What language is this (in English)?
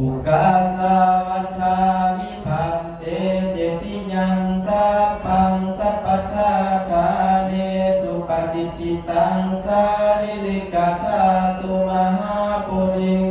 Pali